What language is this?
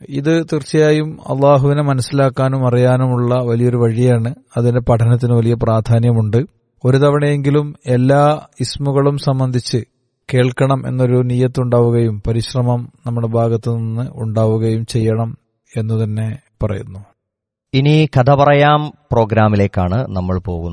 Malayalam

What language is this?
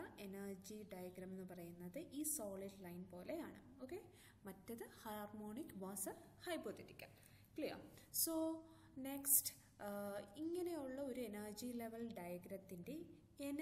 Malayalam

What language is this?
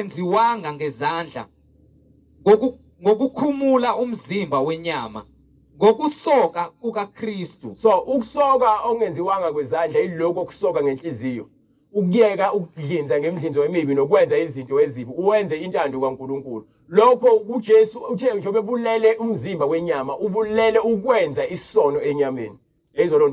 Zulu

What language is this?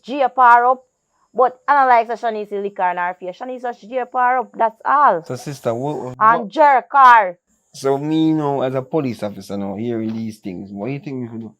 Jamaican Creole English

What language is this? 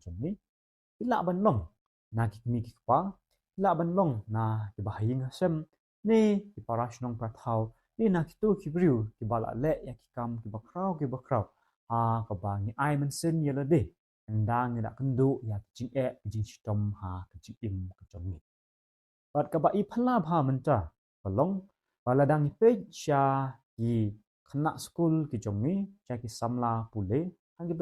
Khasi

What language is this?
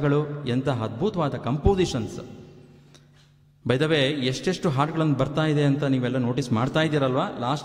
Kannada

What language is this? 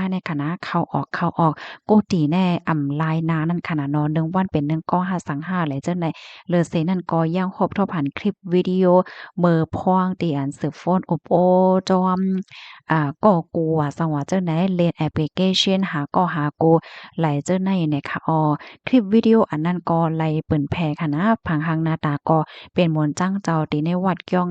Shan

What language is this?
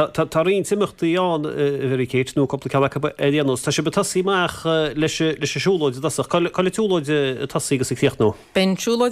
Irish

